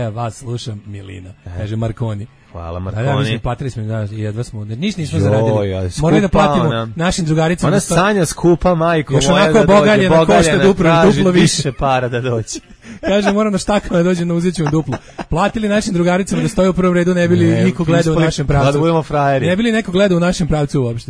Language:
Serbian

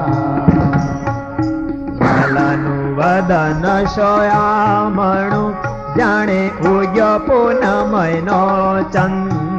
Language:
Gujarati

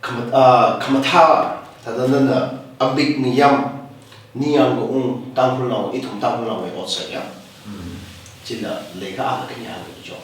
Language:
Tangkhul Naga (India)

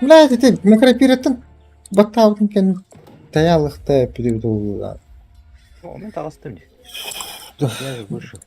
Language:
Yakut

